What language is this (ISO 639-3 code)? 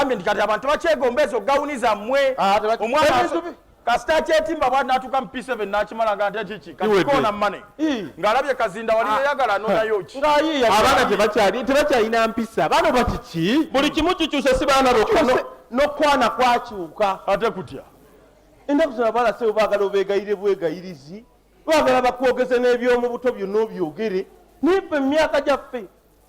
lug